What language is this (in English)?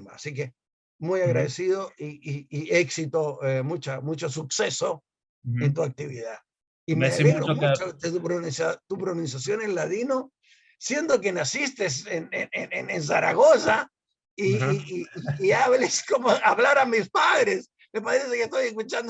Ladino